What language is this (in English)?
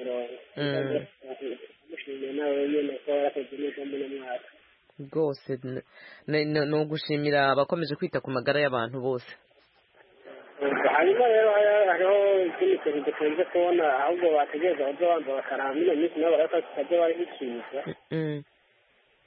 Kinyarwanda